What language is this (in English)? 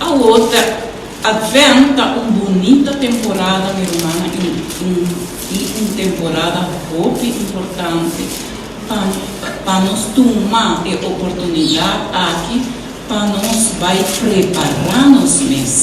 Papiamento